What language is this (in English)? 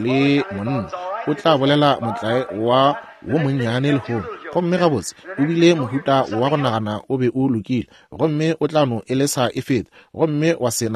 Northern Sotho